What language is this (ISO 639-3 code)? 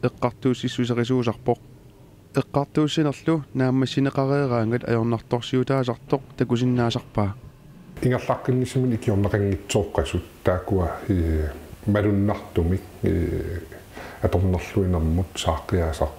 kal